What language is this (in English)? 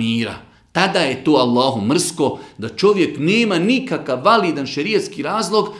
Bosnian